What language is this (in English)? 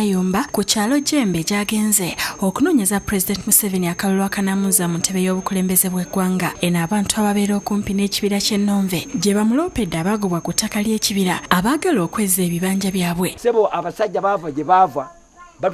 Ganda